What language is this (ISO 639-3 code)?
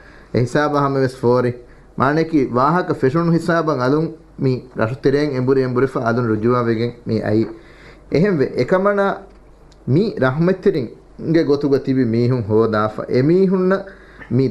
div